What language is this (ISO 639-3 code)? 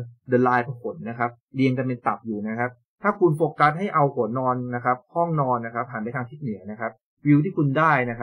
tha